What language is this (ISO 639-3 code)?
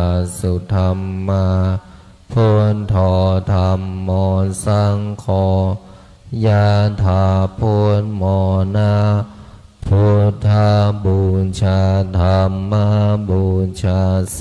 pli